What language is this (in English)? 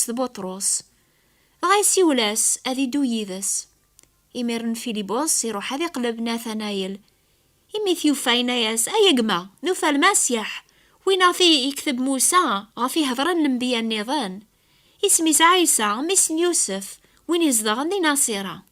Kabyle